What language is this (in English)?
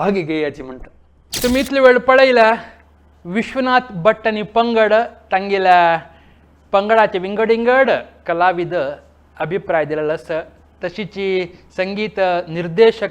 Konkani